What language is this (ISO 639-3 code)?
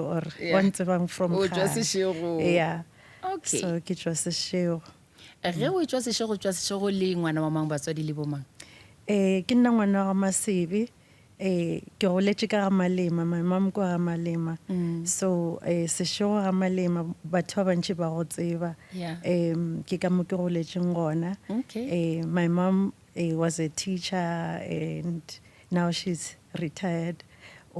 nso